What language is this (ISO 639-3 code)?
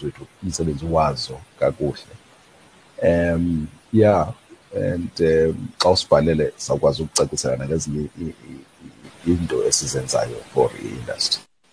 xho